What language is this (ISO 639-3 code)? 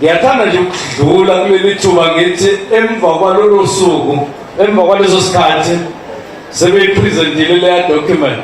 zul